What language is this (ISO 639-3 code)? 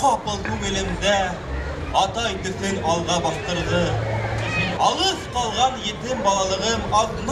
bak